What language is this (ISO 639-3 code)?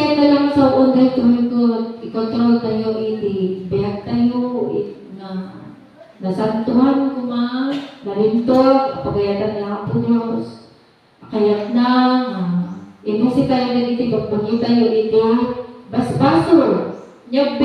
ilo